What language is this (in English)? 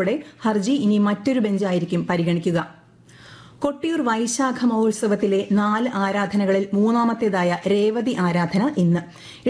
Malayalam